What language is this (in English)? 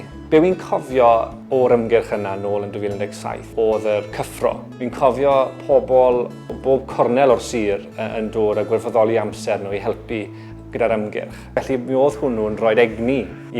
Welsh